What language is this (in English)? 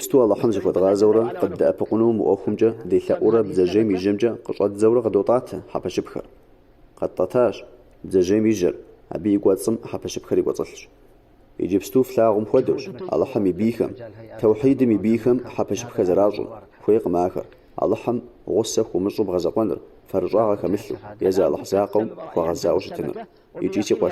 Kabardian